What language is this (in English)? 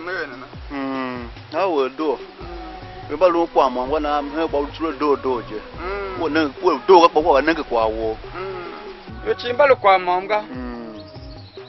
Tiv